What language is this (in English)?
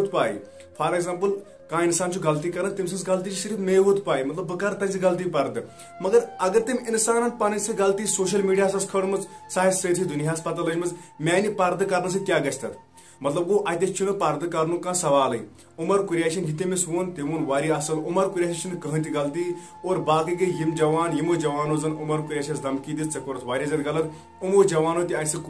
Kashmiri